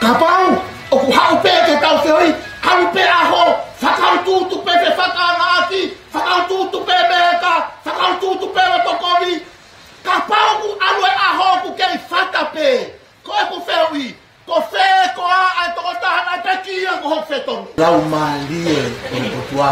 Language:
Tongan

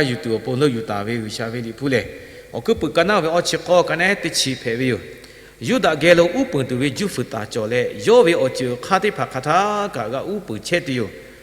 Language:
Lahu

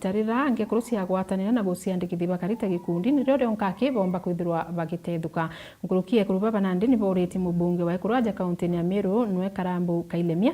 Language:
Meru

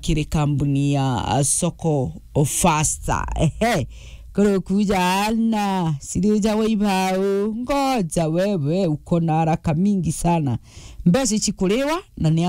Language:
Meru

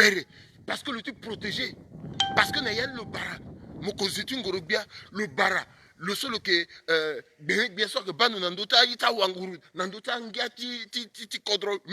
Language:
Sango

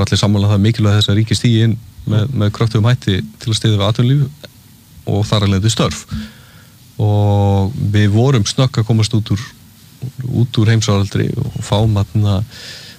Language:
Icelandic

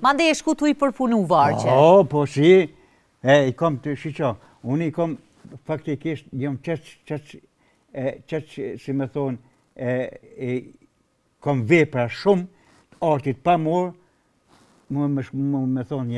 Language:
Albanian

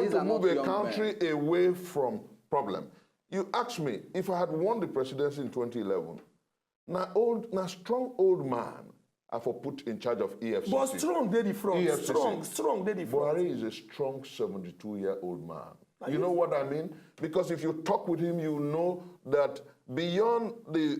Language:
Nigerian Pidgin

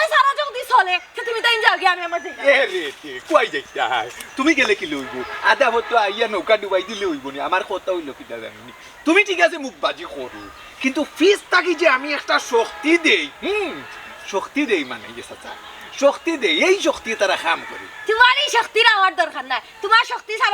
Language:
Sylheti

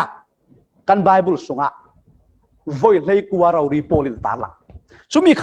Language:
Falam Chin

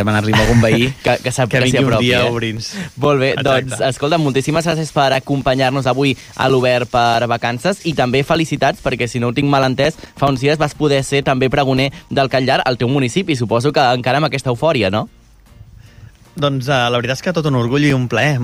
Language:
Catalan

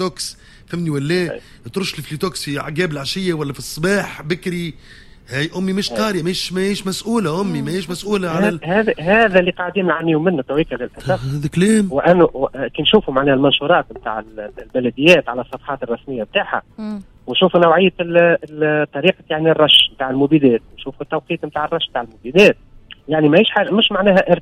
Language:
Tunisian Arabic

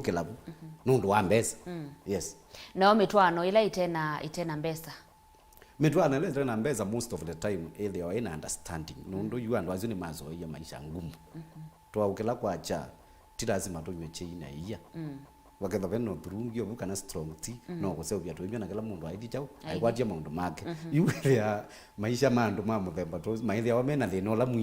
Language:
Kamba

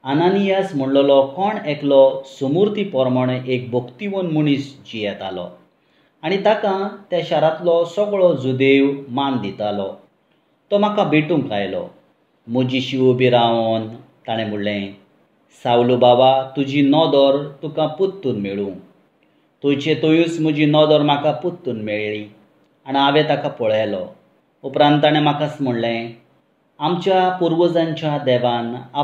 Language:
Konkani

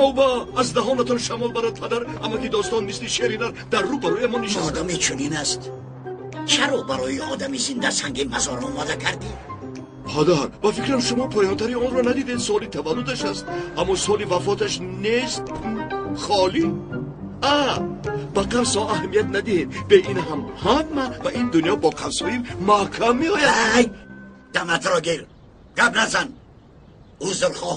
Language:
Tajik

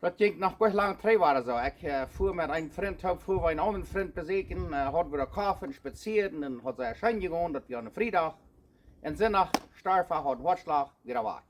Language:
Plautdietsch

